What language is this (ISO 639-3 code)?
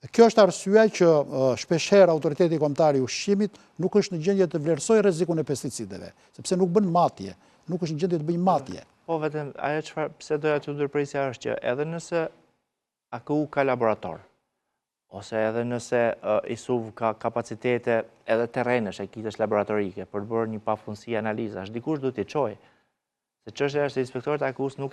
sqi